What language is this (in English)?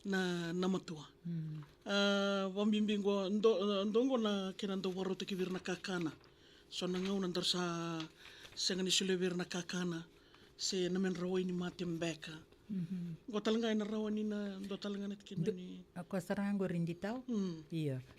Fijian